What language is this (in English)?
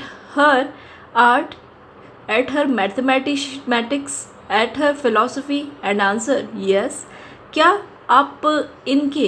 Hindi